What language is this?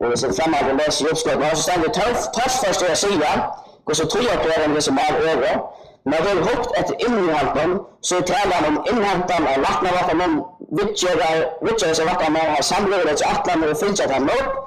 Faroese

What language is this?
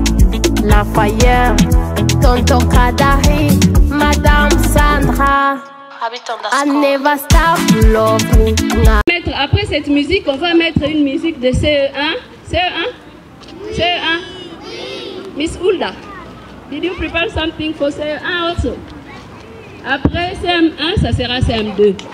Kinyarwanda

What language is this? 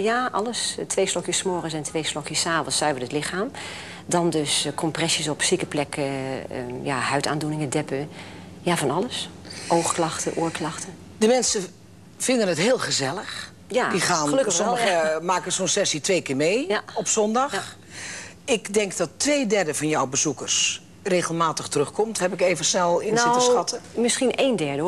Dutch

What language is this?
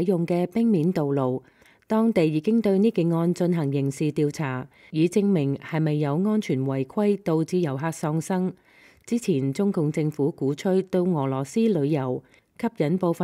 Cantonese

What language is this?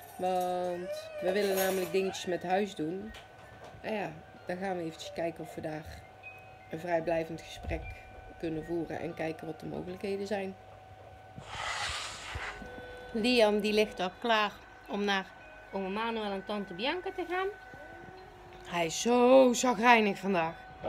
Dutch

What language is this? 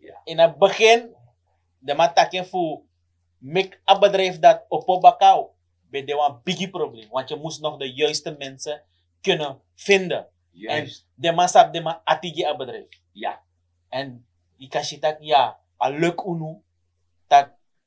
Sranan Tongo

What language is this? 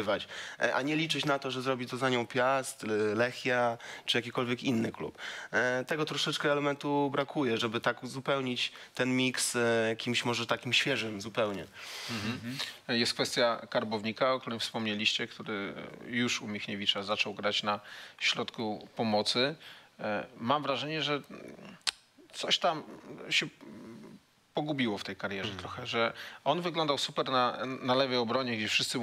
Polish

